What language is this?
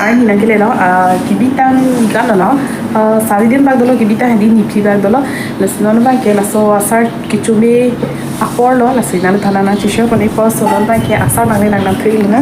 Karbi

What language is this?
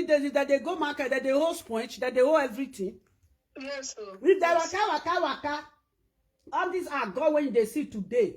Nigerian Pidgin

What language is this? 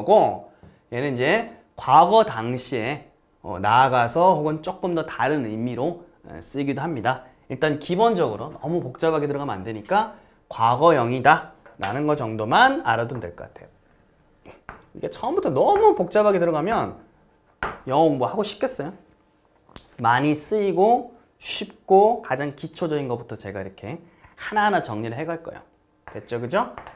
Korean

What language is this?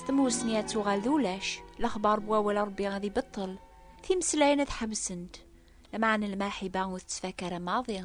Kabyle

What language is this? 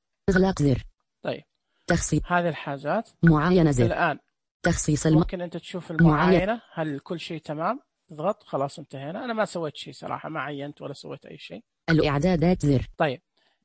Najdi Arabic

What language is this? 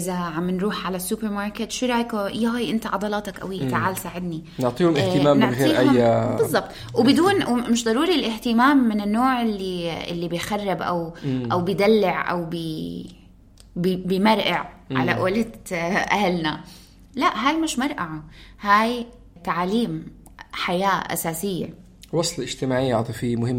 North Levantine Arabic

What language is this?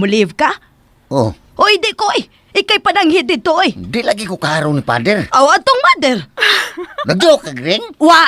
Cebuano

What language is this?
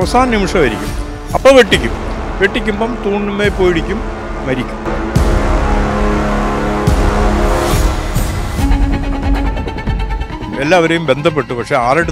Malayalam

